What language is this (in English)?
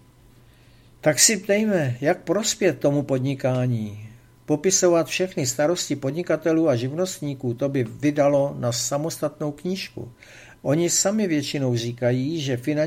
Czech